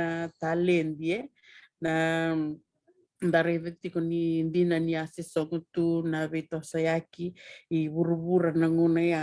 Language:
Fijian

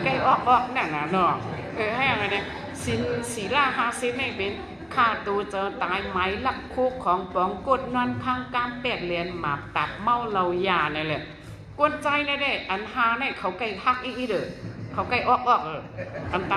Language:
Shan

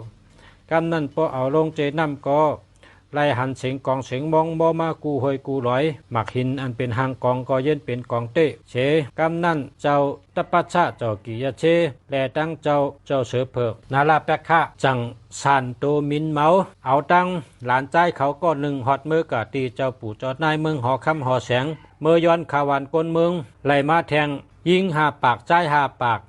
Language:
Shan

